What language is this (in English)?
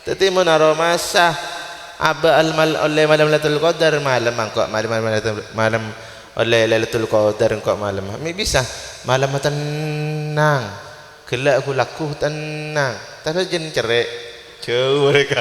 Madurese